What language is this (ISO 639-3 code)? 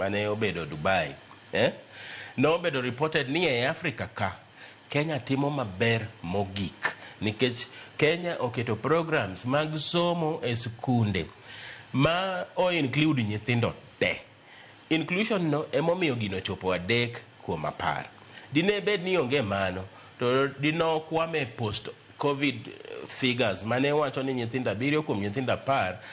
luo